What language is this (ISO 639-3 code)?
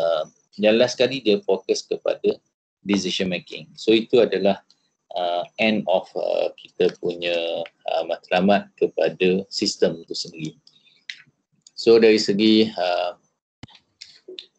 msa